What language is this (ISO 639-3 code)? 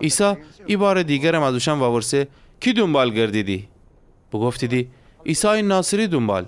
glk